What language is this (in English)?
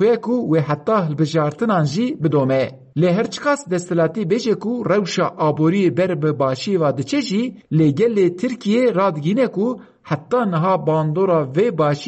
Kurdish